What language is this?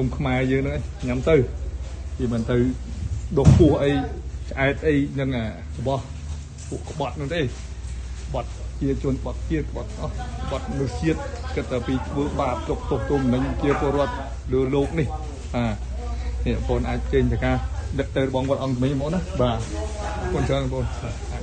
Khmer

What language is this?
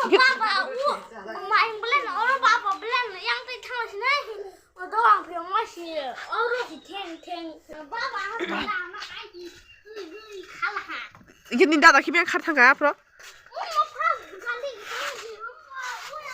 Kok Borok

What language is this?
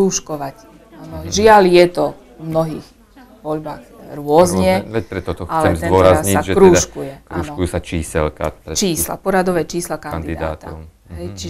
Slovak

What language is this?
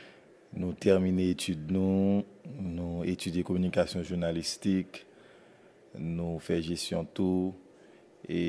Haitian Creole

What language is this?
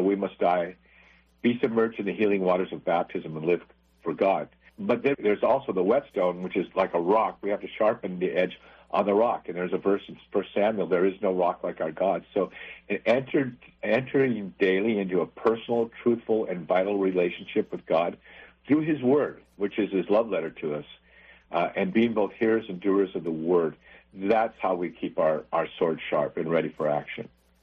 English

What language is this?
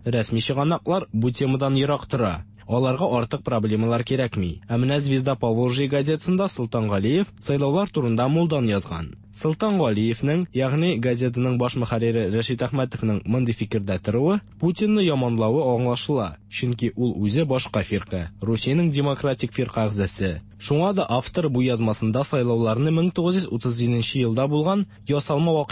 Tatar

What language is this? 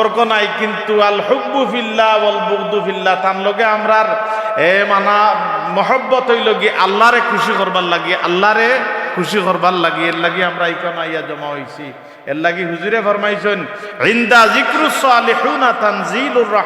Sylheti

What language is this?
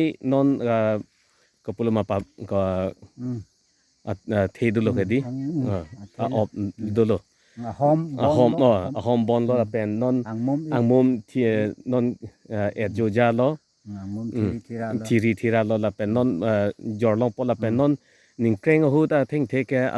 Karbi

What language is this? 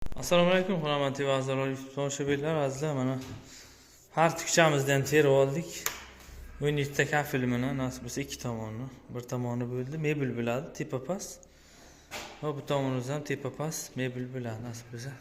Uzbek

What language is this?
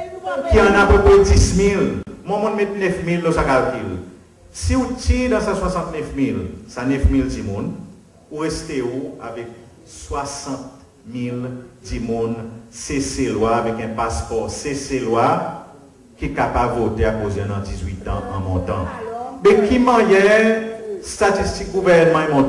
Seselwa Creole French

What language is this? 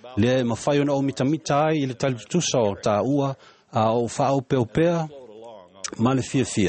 Samoan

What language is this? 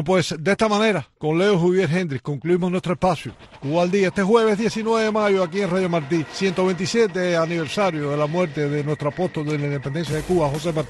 Spanish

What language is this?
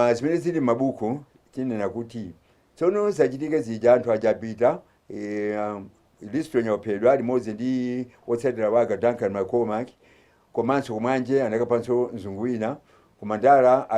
Nyanja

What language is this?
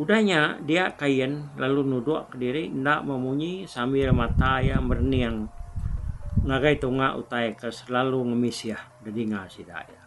Iban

